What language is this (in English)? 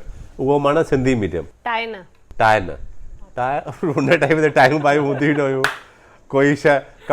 Sindhi